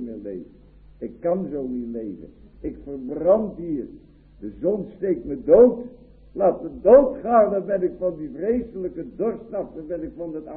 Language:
Dutch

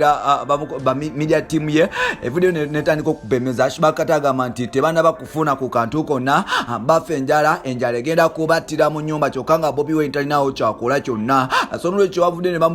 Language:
Ganda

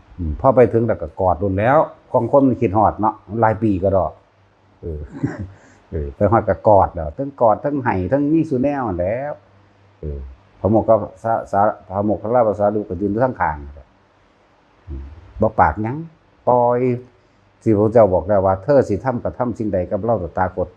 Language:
Northeastern Thai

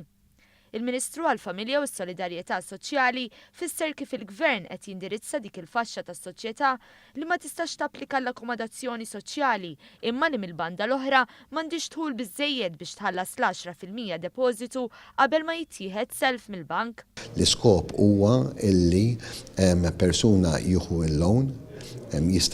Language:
Maltese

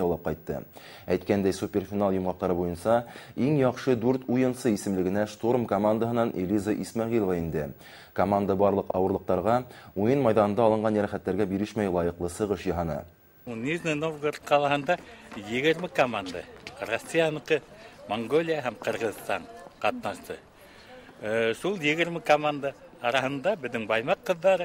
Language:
Bashkir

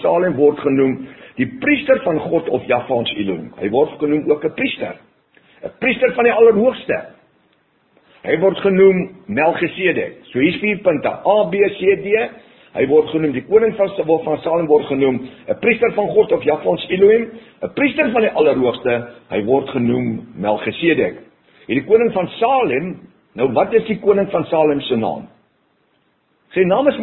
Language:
Afrikaans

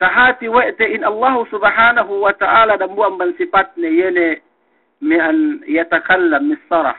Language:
Yakan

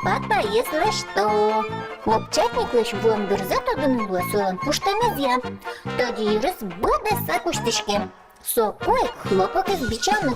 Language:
Udmurt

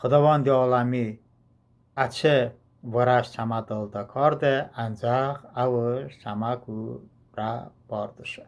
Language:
Talysh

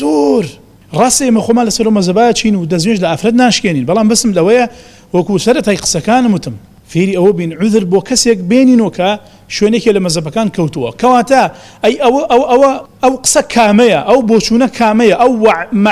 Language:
Central Kurdish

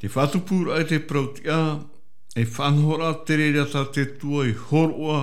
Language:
Tahitian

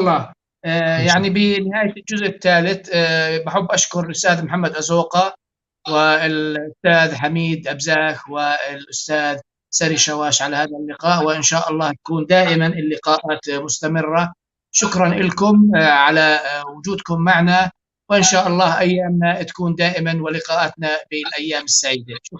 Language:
North Levantine Arabic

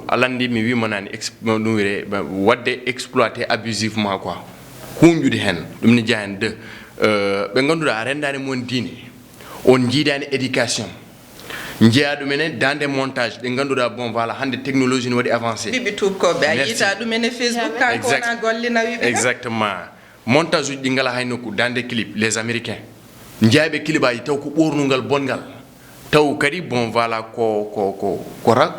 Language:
Fula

